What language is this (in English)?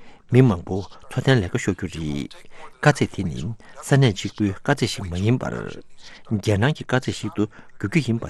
Tibetan